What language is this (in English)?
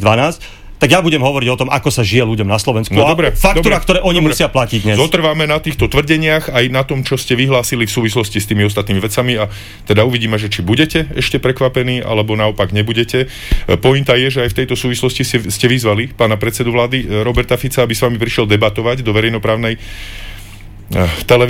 Slovak